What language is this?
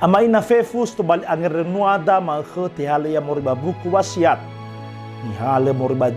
Nias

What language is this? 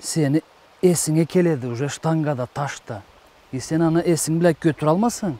Karachay-Balkar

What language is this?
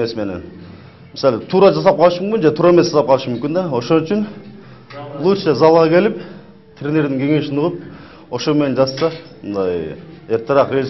Kyrgyz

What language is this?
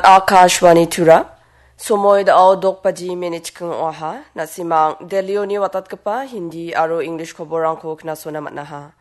Garo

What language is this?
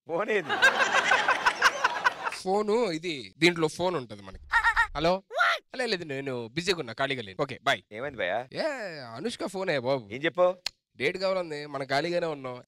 Telugu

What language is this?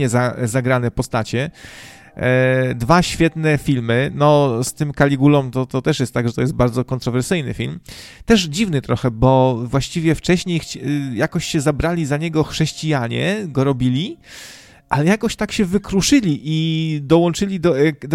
Polish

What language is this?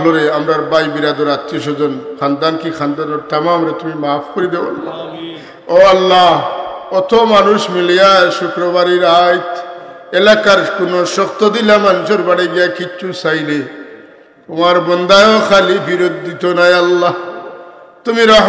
Sylheti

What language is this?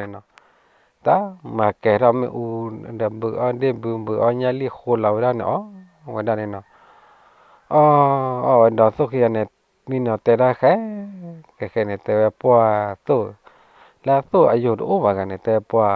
S'gaw Karen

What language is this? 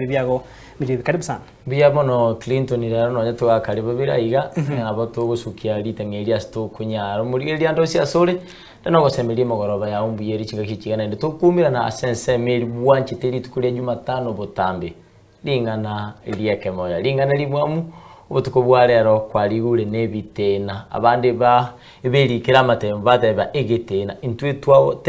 Gusii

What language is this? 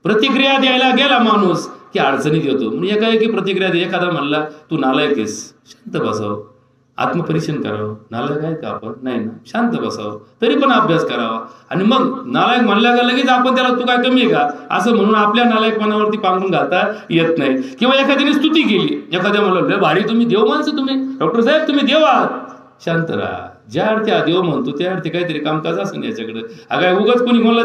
Marathi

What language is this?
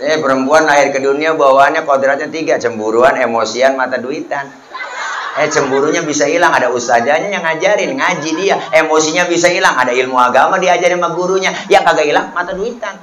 Betawi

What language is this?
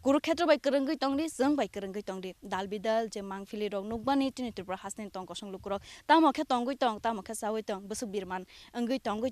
Kok Borok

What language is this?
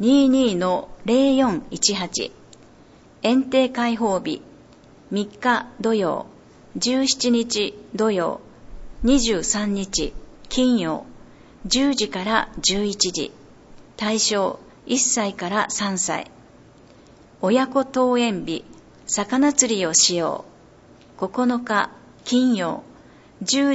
Japanese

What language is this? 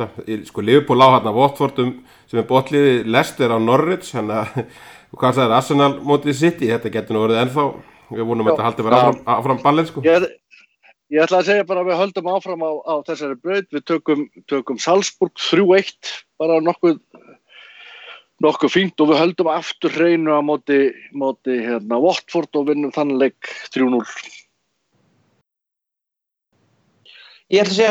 Icelandic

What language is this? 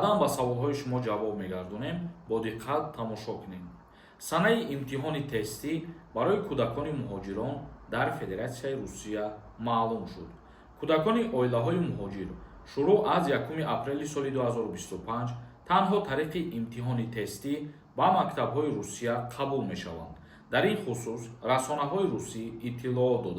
Tajik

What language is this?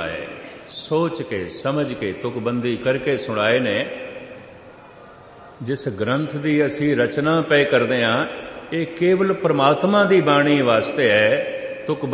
Punjabi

